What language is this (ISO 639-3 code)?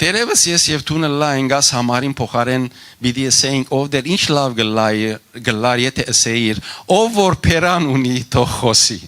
hyw